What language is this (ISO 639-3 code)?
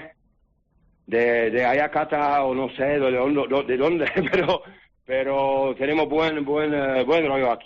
spa